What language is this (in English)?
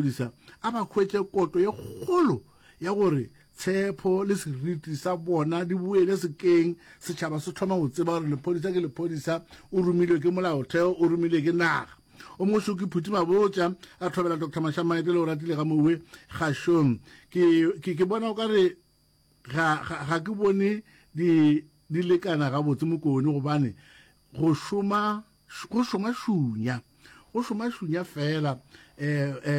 Northern Sotho